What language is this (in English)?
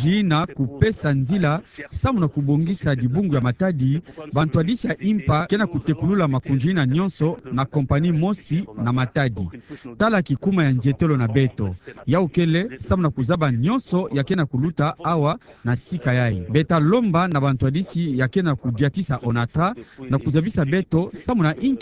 Kituba (Democratic Republic of Congo)